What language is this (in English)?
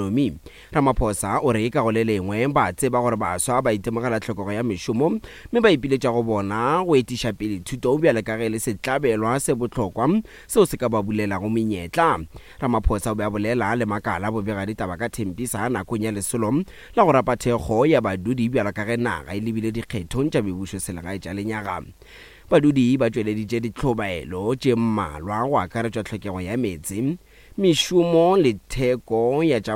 Northern Sotho